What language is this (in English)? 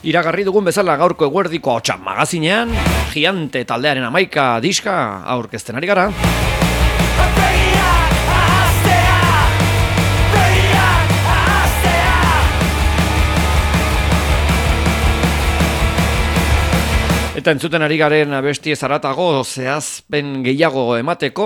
Basque